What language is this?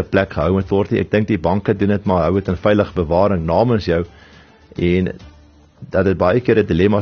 Afrikaans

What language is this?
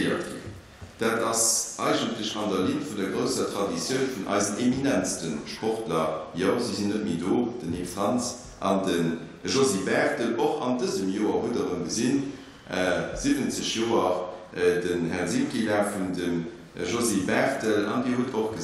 Luxembourgish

